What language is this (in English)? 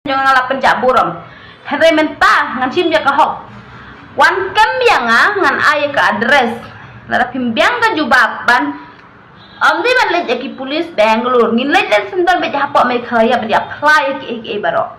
Khasi